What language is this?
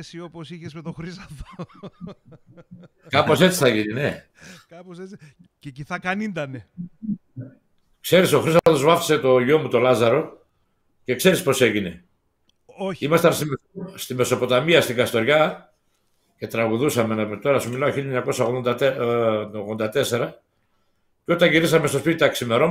Greek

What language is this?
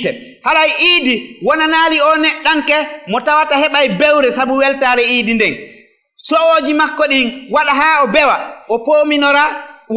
Fula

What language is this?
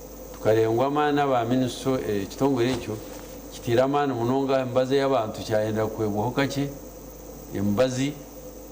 Nyankole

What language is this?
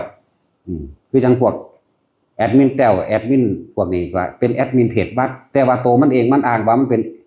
Northeastern Thai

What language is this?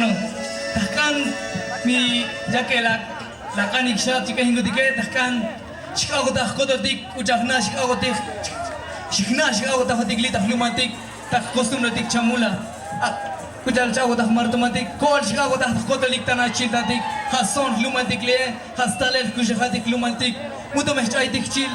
Tzotzil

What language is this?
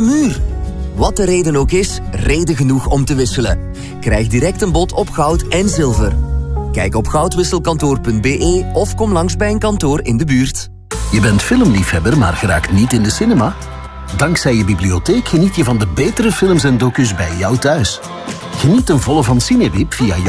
Dutch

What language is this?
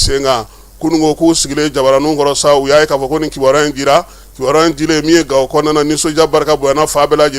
Bambara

